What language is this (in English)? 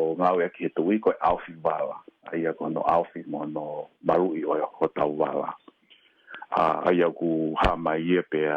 Tongan